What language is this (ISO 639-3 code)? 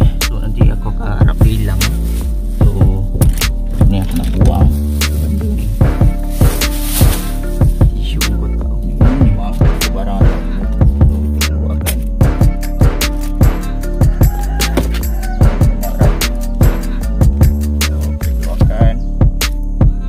msa